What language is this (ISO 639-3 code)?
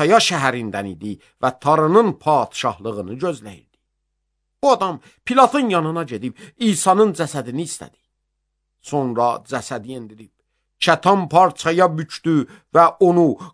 aze